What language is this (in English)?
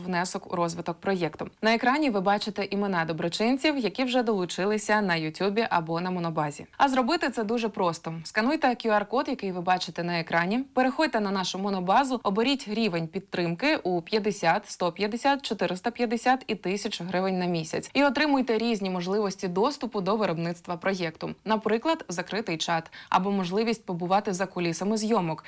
Ukrainian